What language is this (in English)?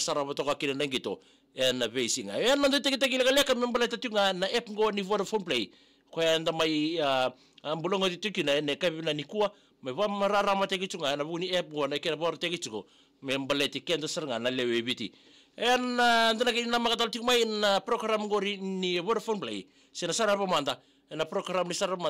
Fijian